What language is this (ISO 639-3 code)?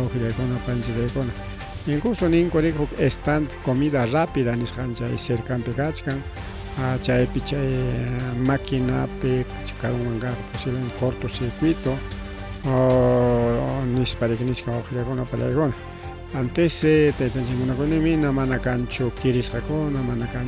quy